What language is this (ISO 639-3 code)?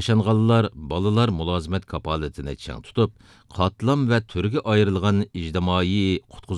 uig